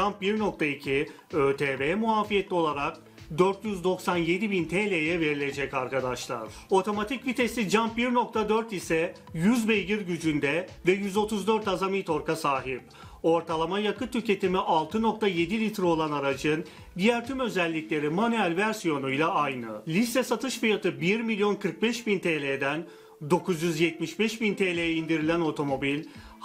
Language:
Turkish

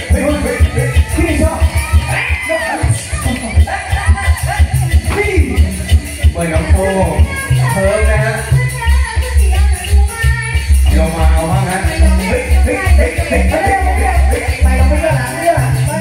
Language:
Thai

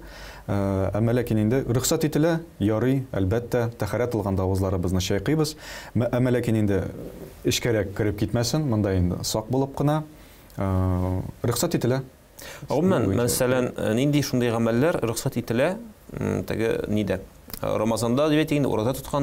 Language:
Tatar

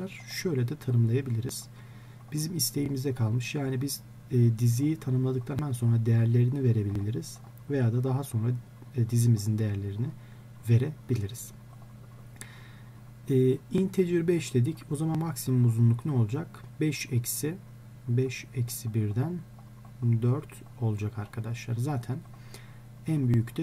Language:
Turkish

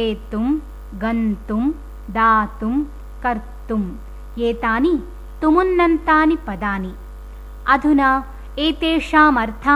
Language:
Sanskrit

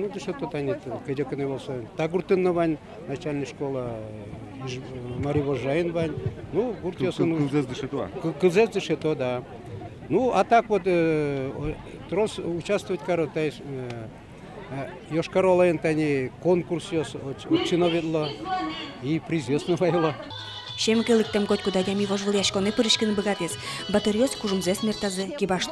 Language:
Udmurt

